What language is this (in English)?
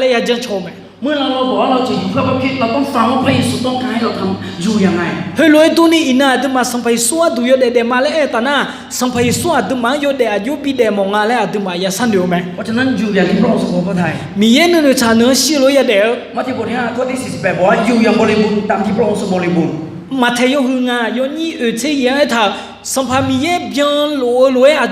Akha